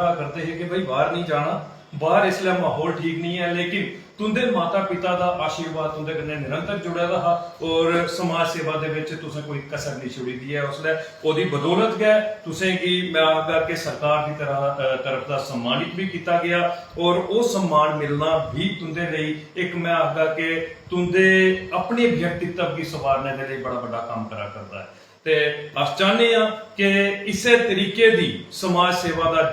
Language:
Dogri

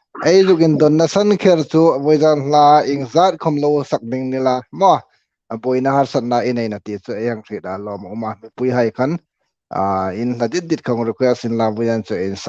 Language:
Hmar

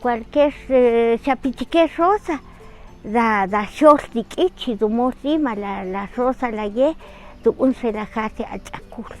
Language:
Kaqchikel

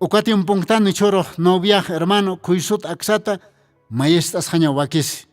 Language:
Aymara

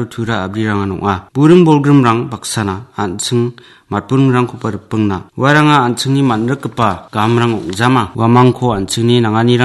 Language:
Garo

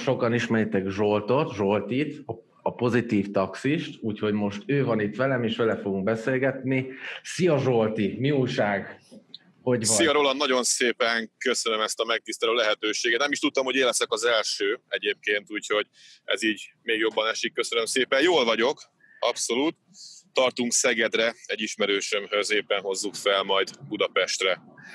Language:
Hungarian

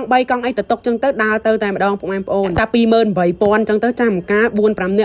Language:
Khmer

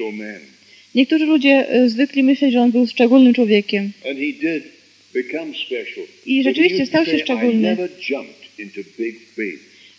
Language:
Polish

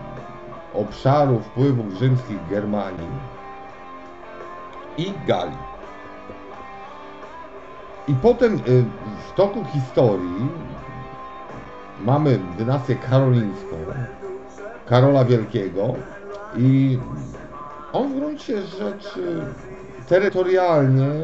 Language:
Polish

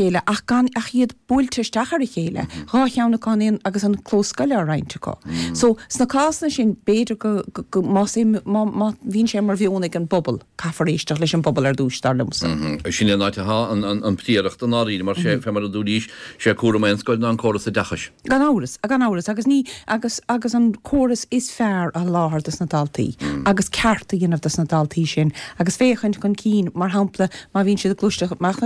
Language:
Irish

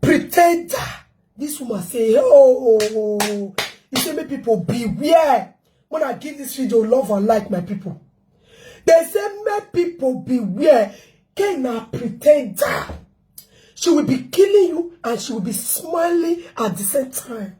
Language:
Nigerian Pidgin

